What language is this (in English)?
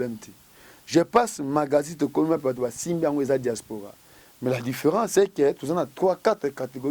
Lingala